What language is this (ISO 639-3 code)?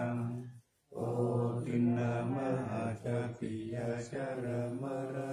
pli